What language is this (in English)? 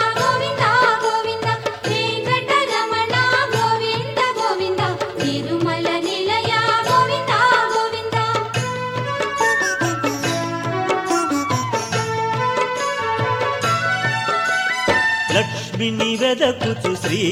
Telugu